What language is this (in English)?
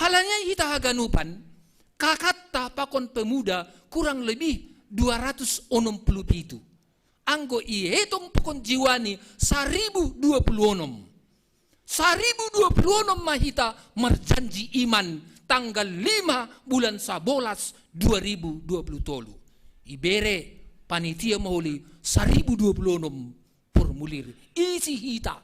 Batak Simalungun